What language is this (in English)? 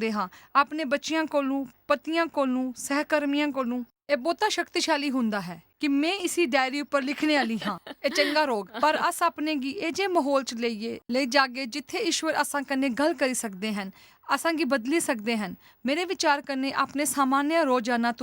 Dogri